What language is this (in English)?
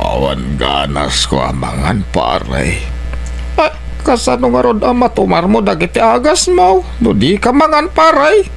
Iloko